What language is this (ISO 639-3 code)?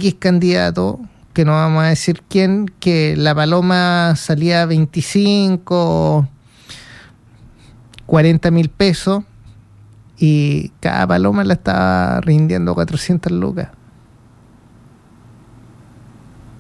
spa